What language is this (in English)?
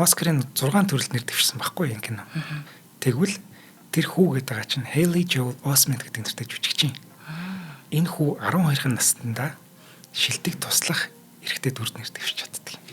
Mongolian